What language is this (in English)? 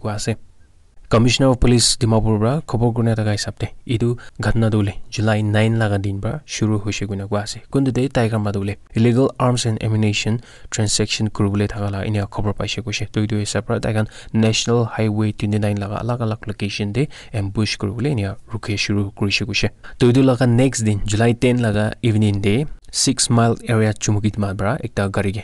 Naga Pidgin